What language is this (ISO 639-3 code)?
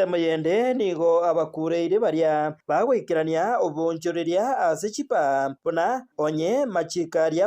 guz